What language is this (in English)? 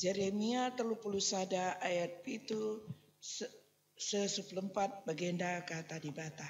Batak Karo